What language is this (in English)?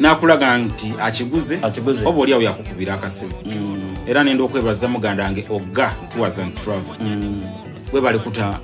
Soga